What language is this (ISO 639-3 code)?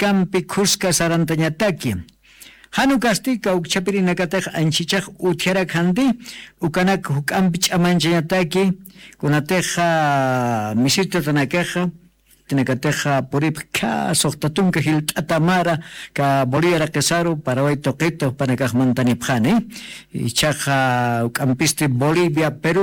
aym